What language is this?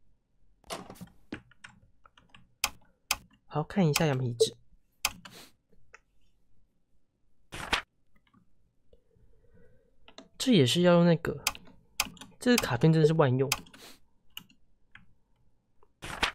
Chinese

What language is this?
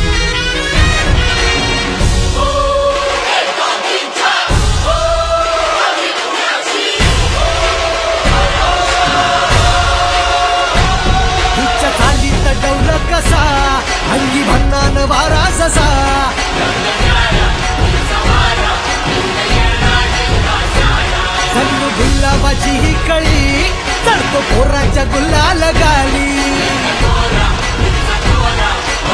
Marathi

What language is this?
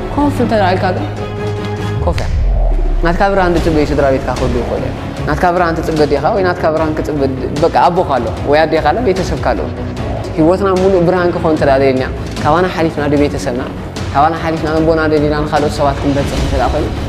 Tigrinya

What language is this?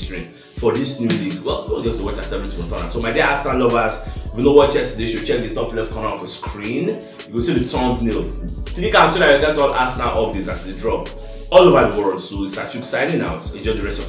Nigerian Pidgin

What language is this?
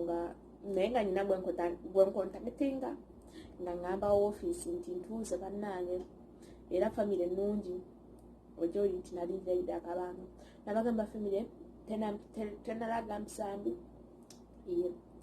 Ganda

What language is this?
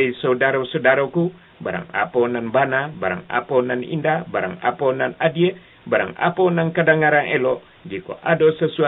Minangkabau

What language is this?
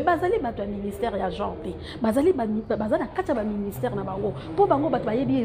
Lingala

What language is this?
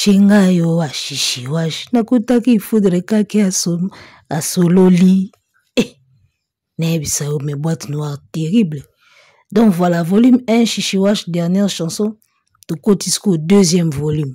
Lingala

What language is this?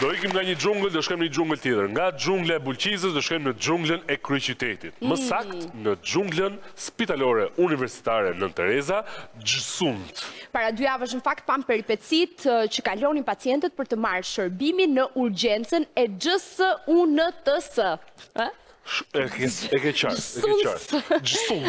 Albanian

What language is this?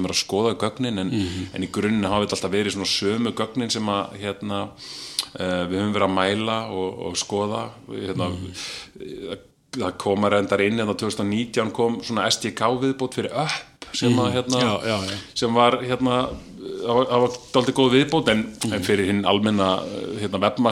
Icelandic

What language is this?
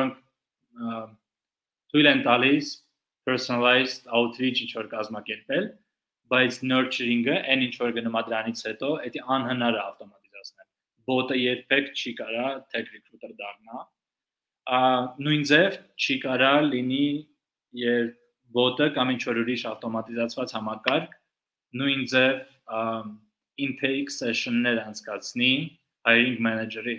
Armenian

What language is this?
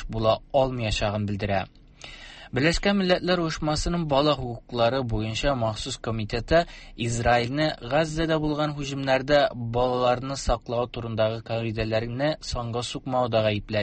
Tatar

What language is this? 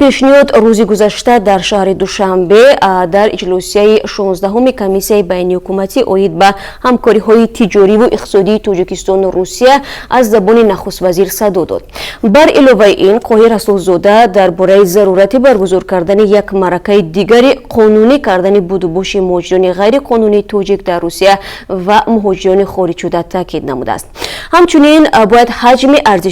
Tajik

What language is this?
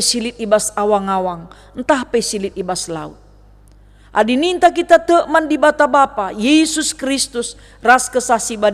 Batak Karo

